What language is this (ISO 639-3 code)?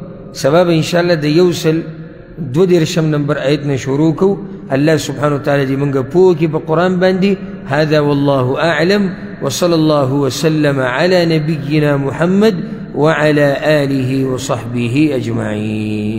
pus